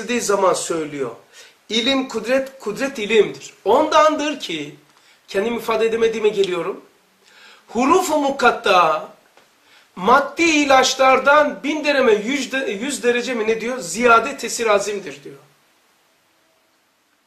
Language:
Turkish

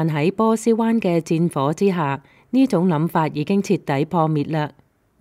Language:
Cantonese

